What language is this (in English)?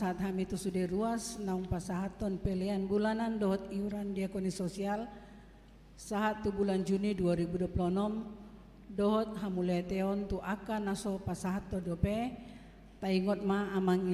Batak Toba